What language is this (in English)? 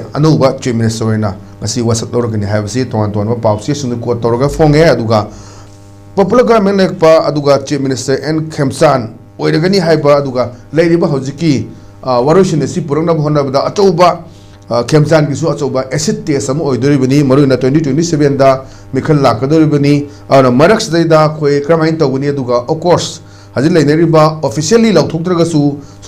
Manipuri